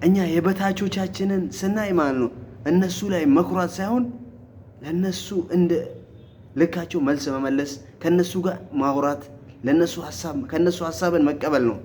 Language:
Amharic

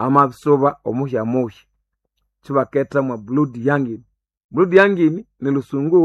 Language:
Nande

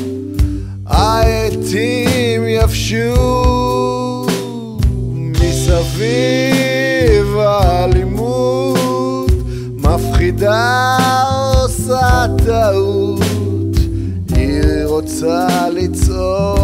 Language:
Hebrew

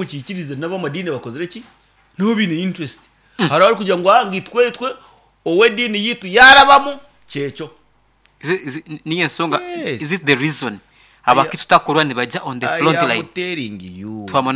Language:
Nyoro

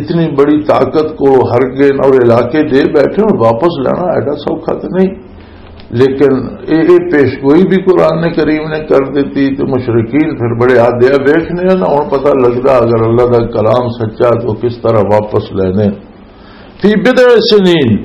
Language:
Western Panjabi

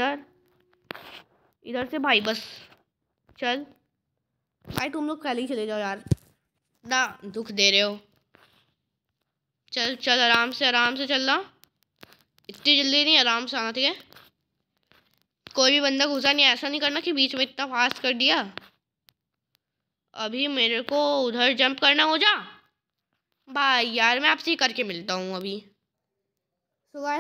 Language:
Hindi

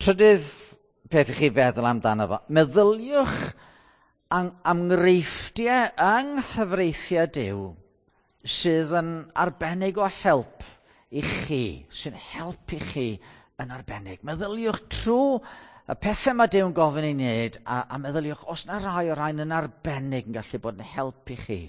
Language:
Welsh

